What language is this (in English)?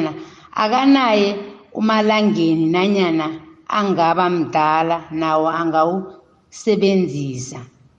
South Ndebele